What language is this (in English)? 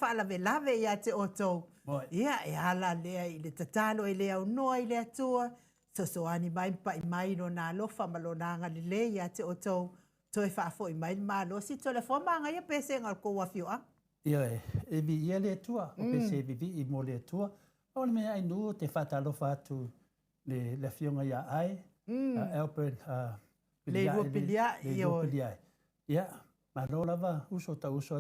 Samoan